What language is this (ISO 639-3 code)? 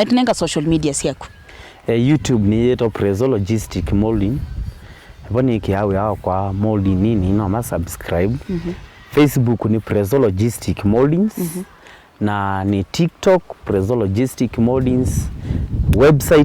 kam